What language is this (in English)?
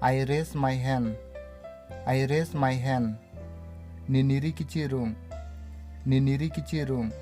Karbi